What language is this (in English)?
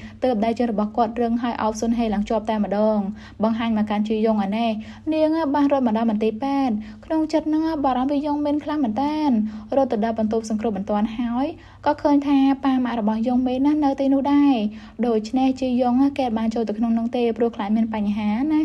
Khmer